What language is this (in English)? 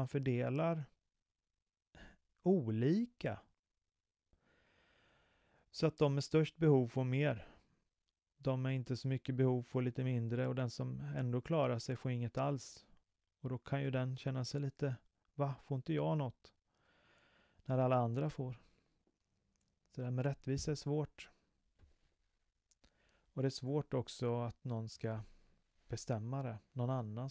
Swedish